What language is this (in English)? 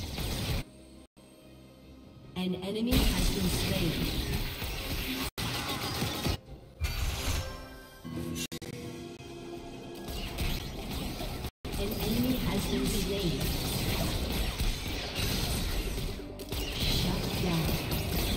English